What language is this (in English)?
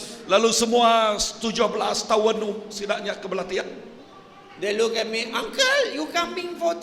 Iban